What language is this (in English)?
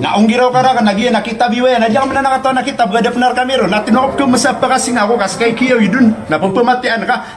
Maranao